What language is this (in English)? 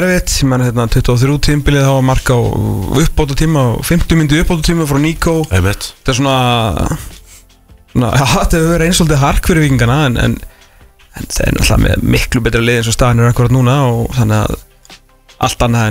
Icelandic